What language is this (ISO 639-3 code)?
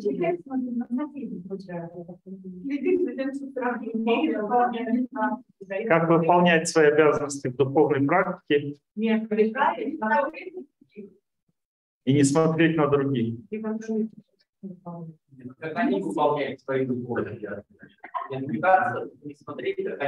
rus